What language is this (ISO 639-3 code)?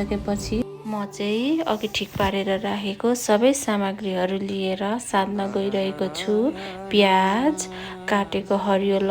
nep